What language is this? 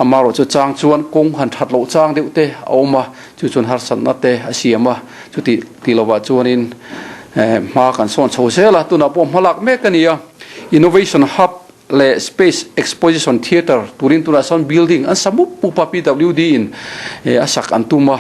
Mizo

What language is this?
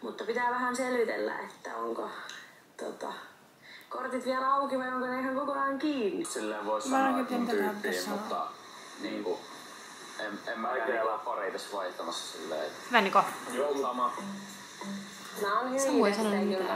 Finnish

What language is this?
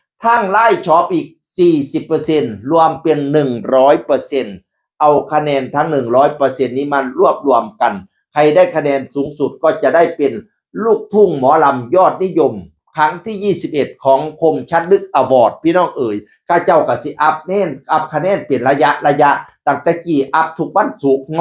Northeastern Thai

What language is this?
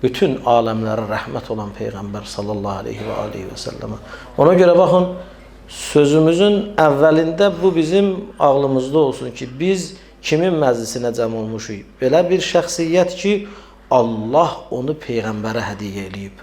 Azerbaijani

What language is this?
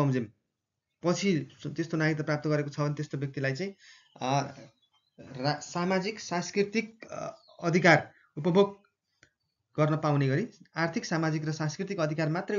Nepali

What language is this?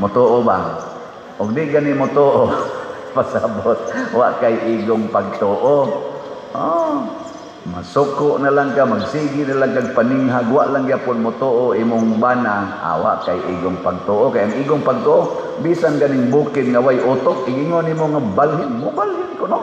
Cebuano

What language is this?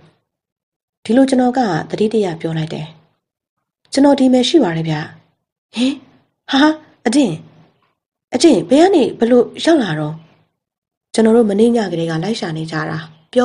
Burmese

